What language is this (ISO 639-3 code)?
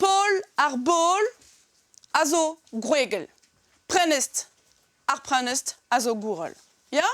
bre